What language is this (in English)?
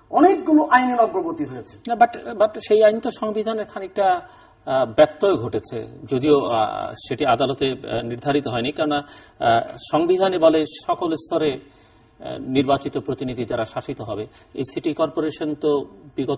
Bangla